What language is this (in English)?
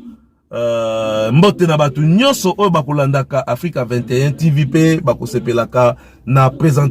Lingala